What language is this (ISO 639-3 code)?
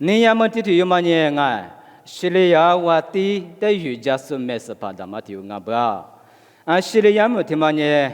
lis